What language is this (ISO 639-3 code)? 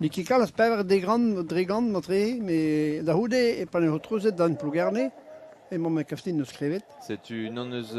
bre